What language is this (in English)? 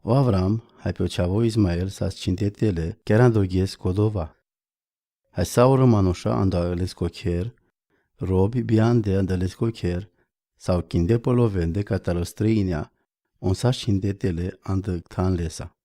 Romany